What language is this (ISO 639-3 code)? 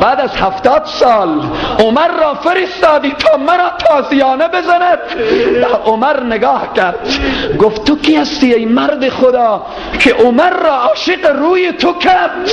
fas